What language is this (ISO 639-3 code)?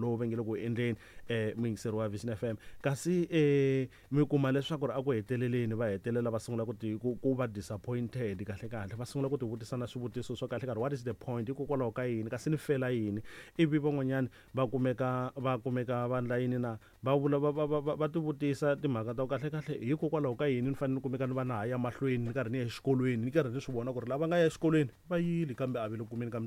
tso